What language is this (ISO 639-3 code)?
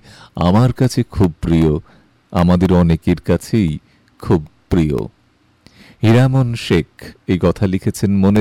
ben